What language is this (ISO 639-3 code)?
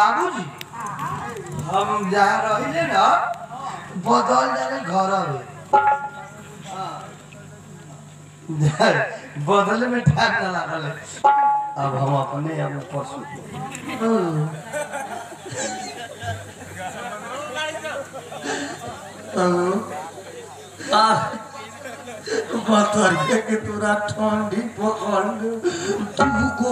bho